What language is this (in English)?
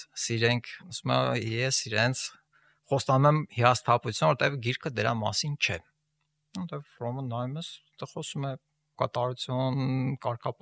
Armenian